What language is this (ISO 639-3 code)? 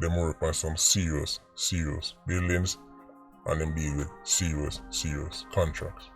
jam